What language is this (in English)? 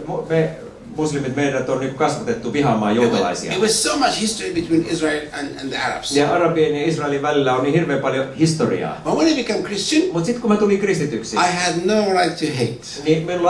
Finnish